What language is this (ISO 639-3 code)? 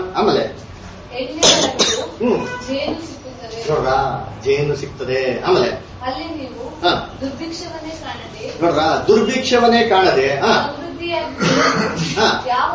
kan